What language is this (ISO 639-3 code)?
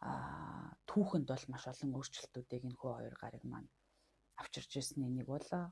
mon